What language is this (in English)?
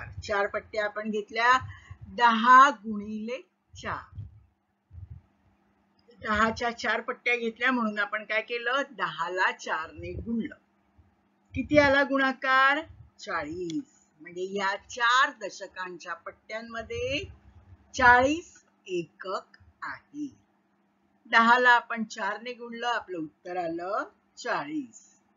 Marathi